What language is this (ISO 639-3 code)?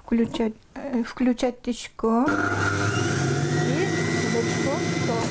udm